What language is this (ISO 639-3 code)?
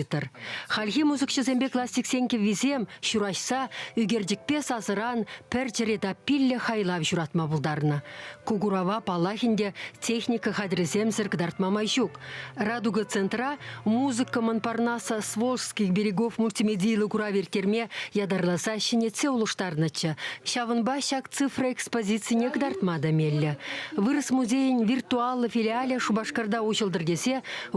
chv